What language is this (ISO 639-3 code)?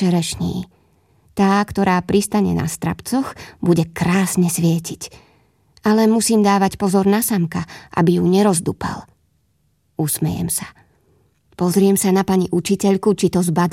slk